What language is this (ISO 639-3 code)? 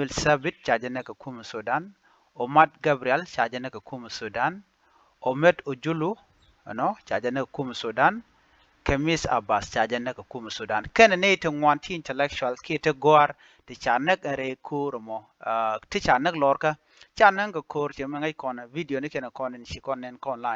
nus